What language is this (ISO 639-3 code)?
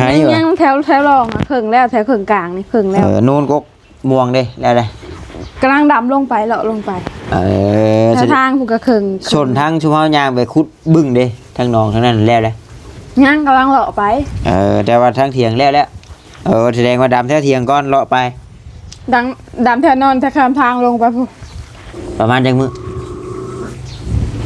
tts